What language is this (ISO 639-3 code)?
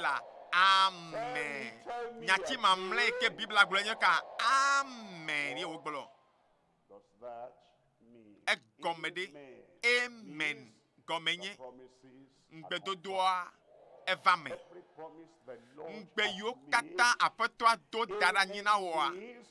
ewe